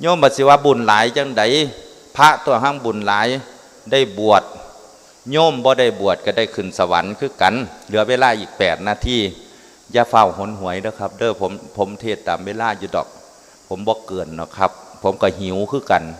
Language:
Lao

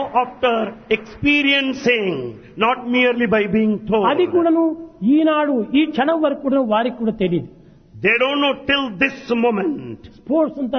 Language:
Telugu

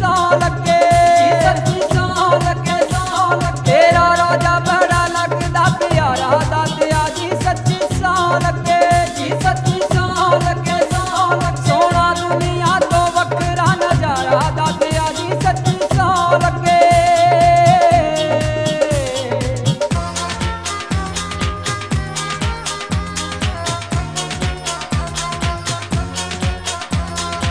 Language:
Punjabi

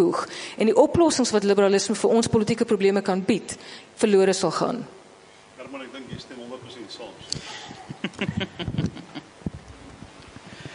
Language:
Afrikaans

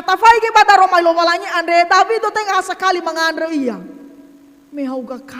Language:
Nias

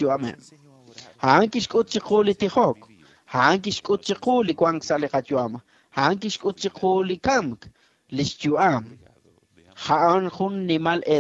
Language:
Kekchí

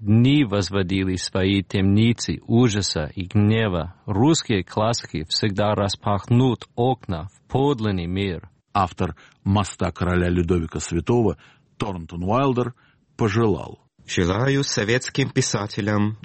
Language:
Russian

